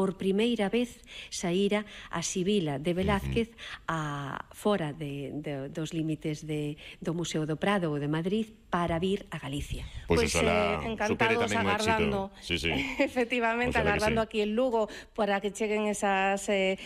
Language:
Galician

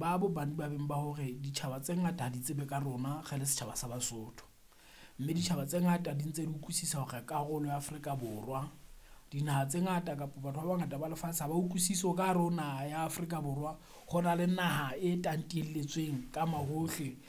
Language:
Southern Sotho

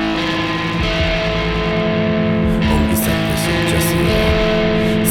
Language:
Basque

